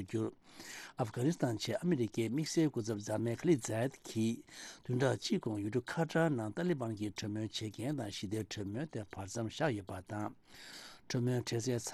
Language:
Tibetan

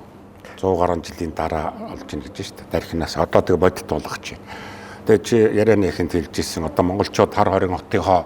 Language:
Mongolian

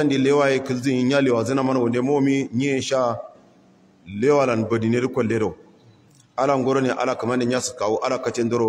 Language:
Hausa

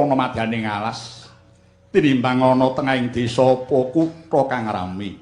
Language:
Javanese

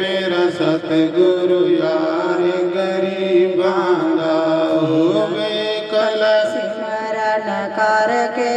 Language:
Dogri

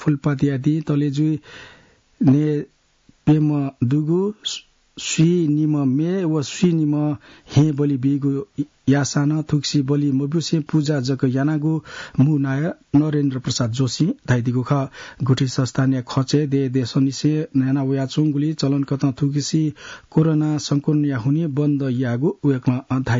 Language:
Newari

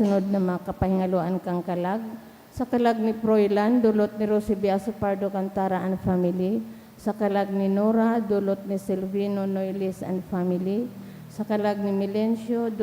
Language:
Bikol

